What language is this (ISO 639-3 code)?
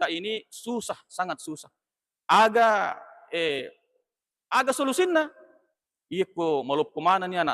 bug